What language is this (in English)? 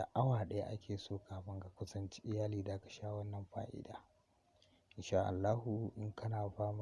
Hausa